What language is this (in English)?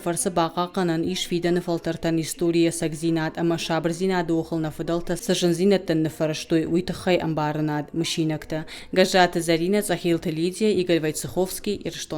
Ossetic